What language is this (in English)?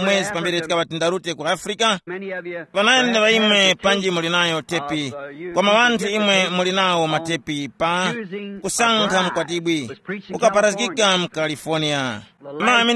Tumbuka